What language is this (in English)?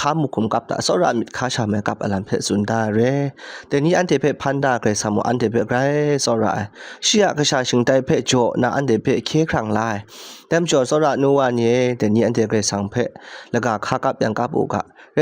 Kachin